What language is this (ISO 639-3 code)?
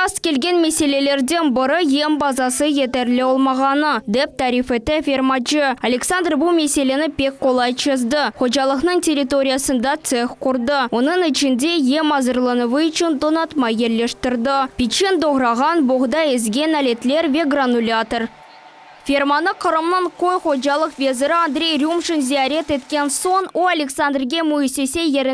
crh